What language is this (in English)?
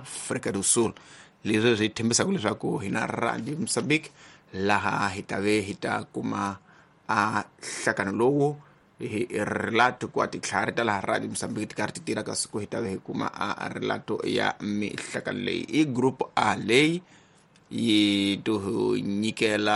Tsonga